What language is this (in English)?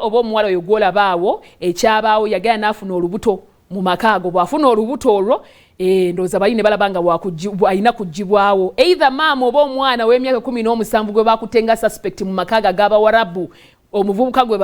Ganda